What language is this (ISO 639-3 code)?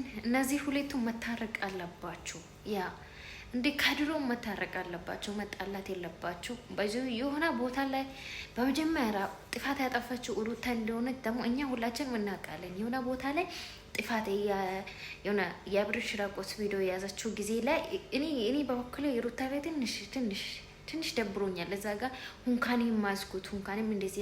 amh